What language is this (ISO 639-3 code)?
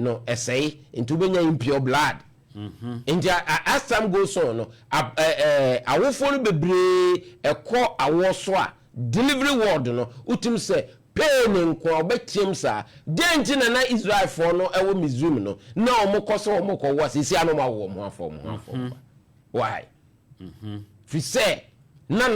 aka